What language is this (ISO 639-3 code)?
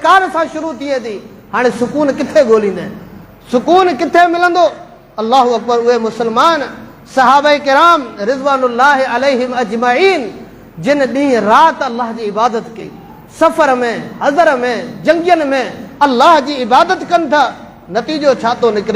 snd